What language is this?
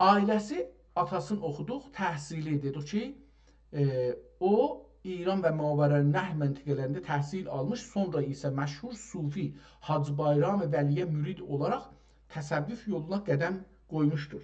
South Azerbaijani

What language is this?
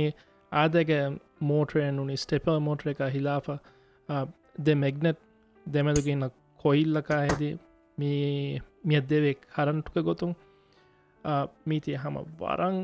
Divehi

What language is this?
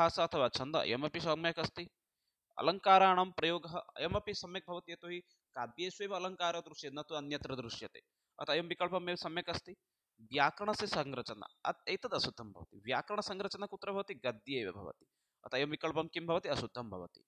Sanskrit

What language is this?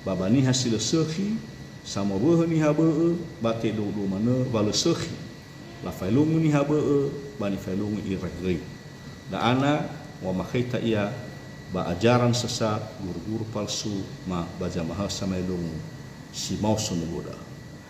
Nias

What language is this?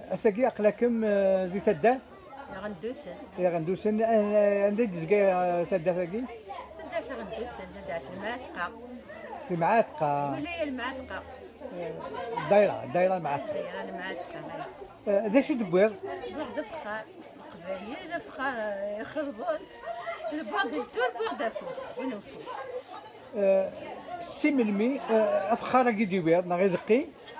Kabyle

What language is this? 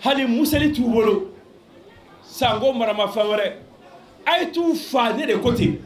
Bambara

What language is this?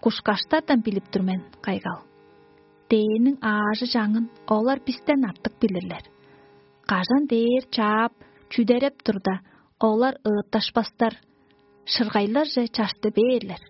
Tuvinian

